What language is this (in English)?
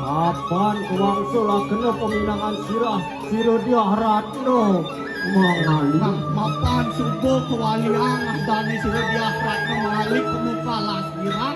Balinese